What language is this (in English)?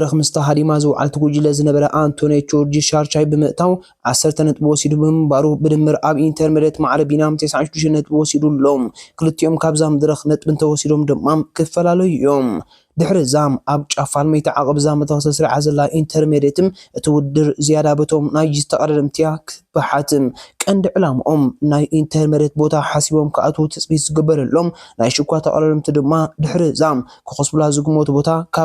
Tigrinya